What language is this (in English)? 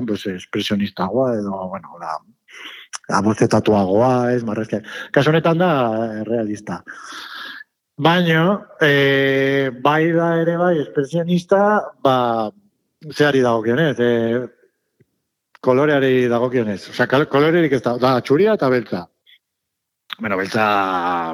Basque